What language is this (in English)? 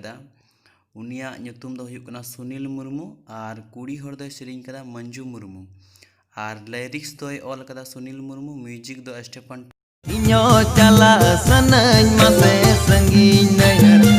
Santali